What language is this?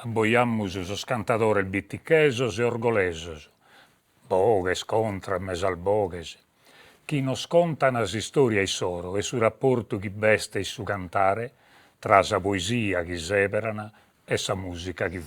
Sardinian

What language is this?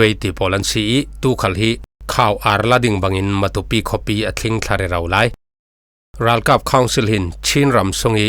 Falam Chin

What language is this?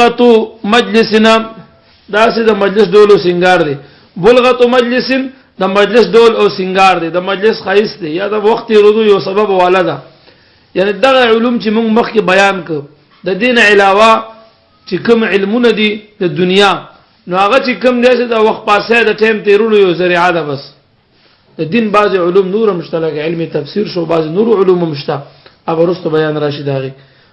Pashto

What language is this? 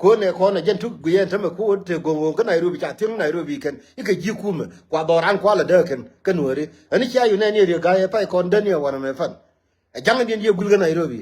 Nuer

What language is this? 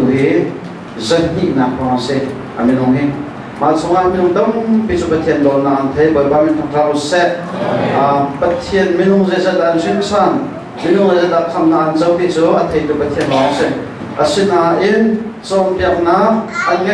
Hakha Chin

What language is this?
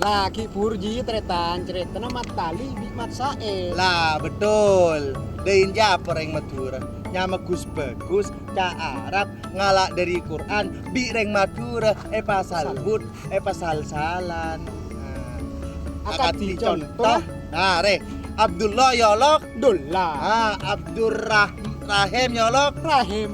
Madurese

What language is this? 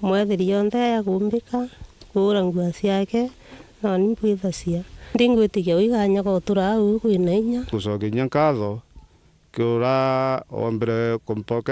Meru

